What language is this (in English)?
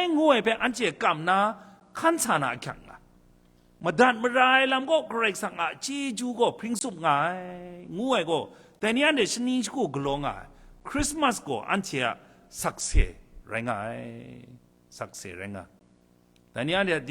Kachin